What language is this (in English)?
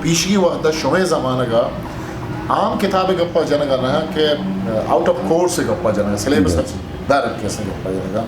Eastern Balochi